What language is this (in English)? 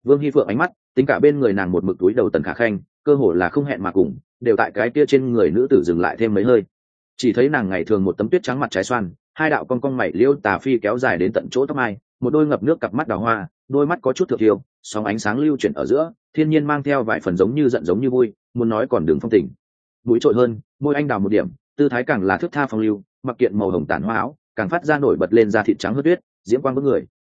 Vietnamese